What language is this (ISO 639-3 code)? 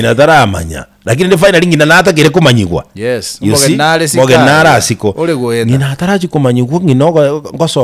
guz